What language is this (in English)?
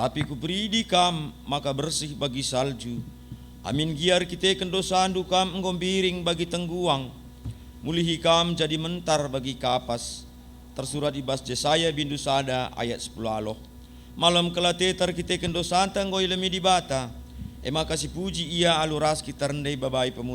Batak Karo